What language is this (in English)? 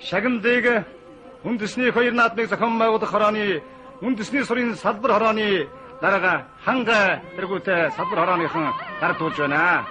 Mongolian